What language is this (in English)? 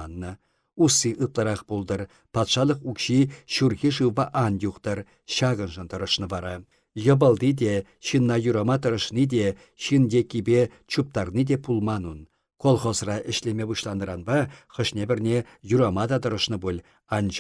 Chuvash